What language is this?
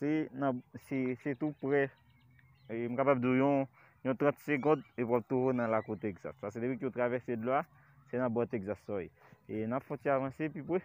Haitian Creole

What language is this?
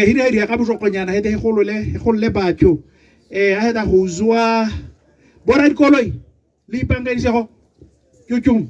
Tswana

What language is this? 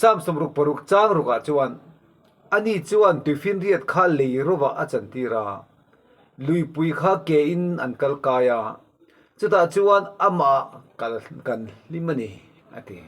Mizo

